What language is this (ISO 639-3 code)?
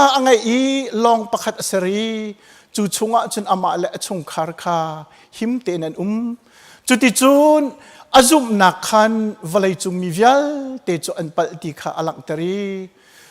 cnh